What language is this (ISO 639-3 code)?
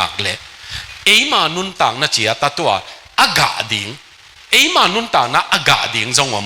ctd